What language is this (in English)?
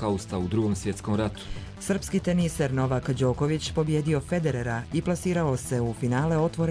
Croatian